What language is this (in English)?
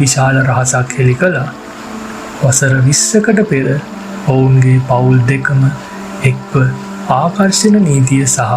Sinhala